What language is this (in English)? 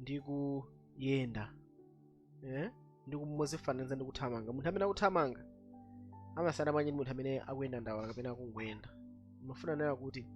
Nyanja